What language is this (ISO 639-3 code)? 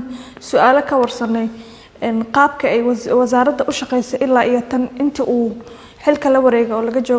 som